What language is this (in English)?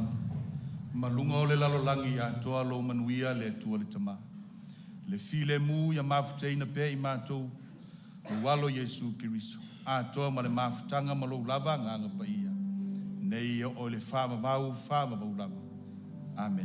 Samoan